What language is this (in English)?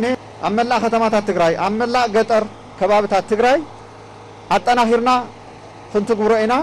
Tigrinya